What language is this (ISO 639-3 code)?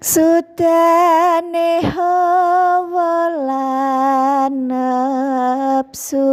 jav